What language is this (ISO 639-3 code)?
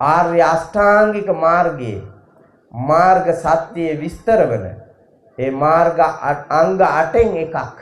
sin